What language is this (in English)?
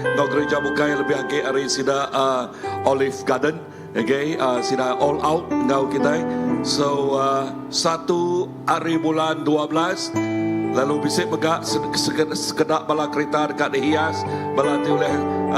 Iban